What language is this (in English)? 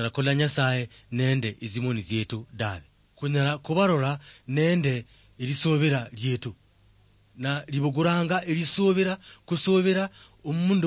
Luyia